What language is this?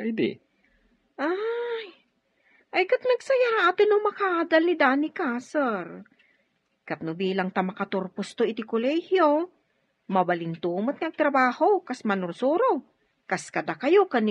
Iloko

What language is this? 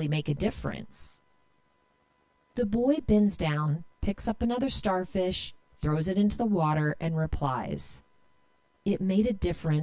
English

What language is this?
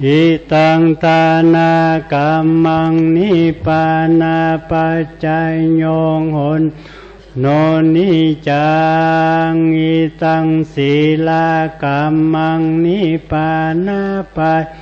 Pali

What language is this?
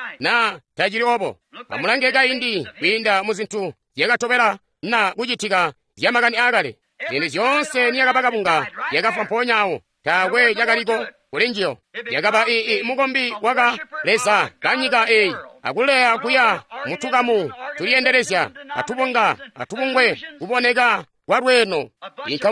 Tonga (Zambia)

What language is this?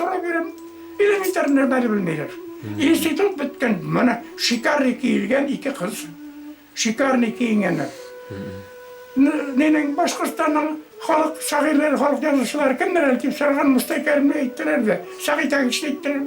Bashkir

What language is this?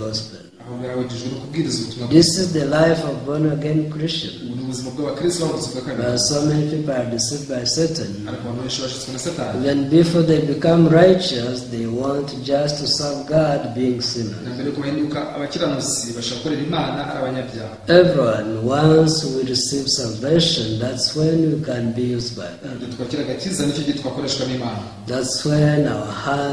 Kinyarwanda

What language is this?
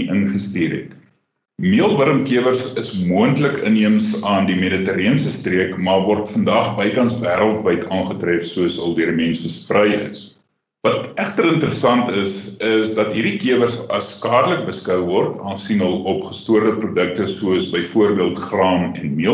Afrikaans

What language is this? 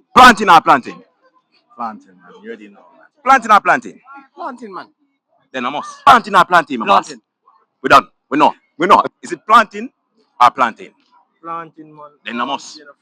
Jamaican Creole English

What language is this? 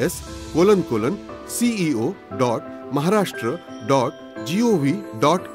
Marathi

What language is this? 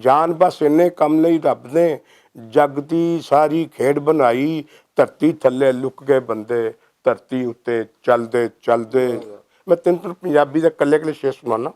Western Panjabi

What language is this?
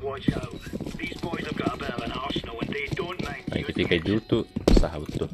Yakut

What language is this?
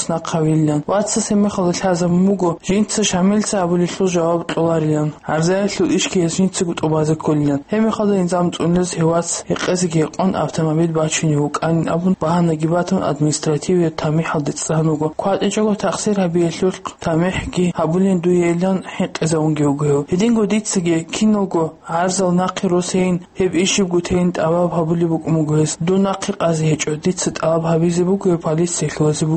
Avaric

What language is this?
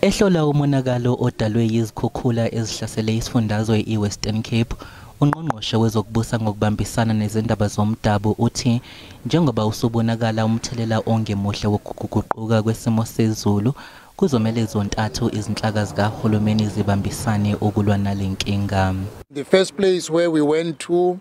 Zulu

